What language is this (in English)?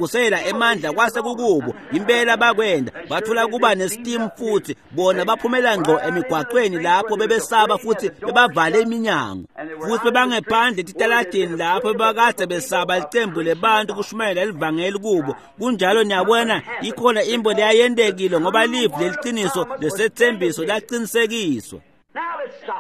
Swati